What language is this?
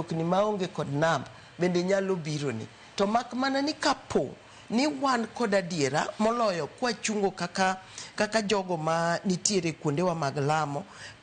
Luo (Kenya and Tanzania)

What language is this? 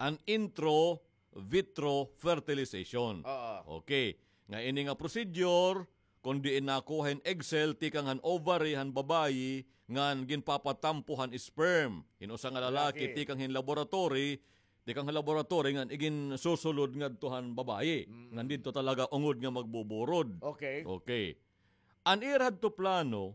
Waray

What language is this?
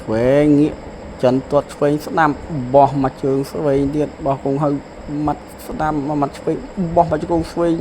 Khmer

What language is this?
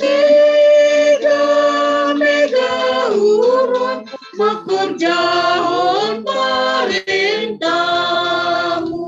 Batak Simalungun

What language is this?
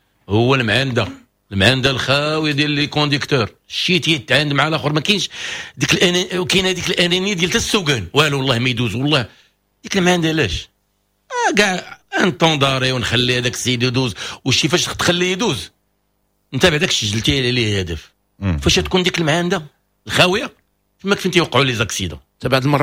Moroccan Arabic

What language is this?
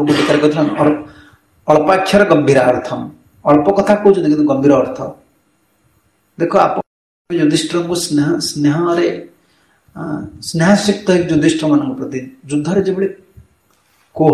Odia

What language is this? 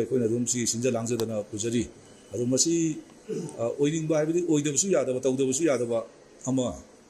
Manipuri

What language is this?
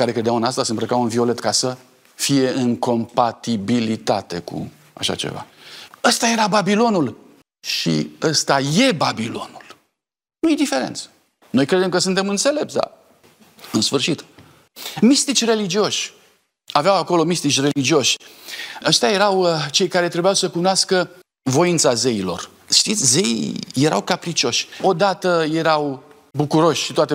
Romanian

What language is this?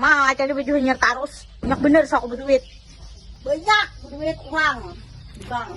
Banjar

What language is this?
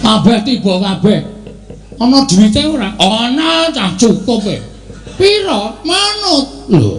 Javanese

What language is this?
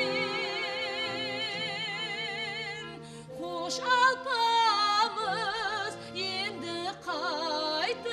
Kara-Kalpak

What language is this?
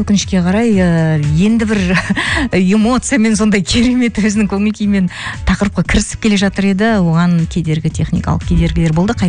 Kazakh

